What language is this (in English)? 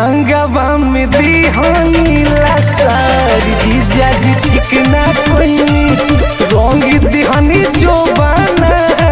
Bhojpuri